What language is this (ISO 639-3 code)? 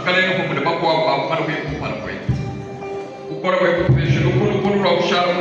lua